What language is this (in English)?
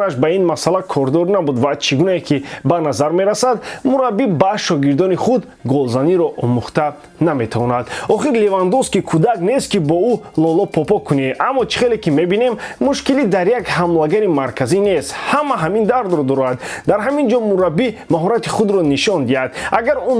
Tajik